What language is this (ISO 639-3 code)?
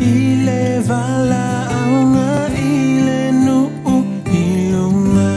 smo